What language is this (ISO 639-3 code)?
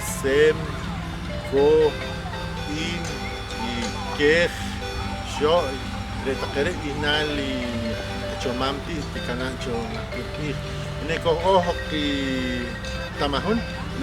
poh